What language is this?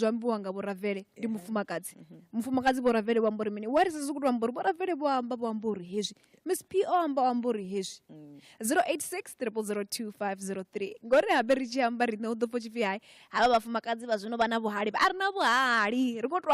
Venda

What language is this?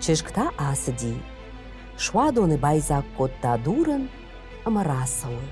Ossetic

